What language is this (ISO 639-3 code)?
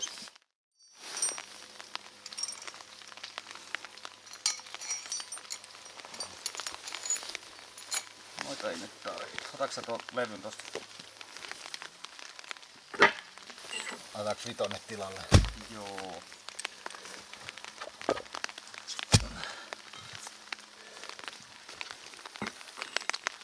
fin